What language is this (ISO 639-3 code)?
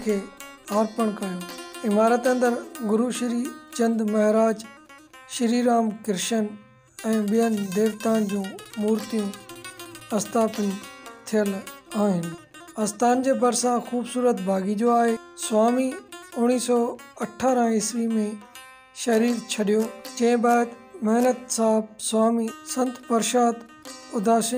snd